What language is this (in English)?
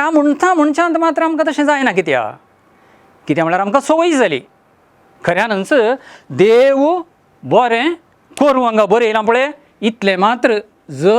Konkani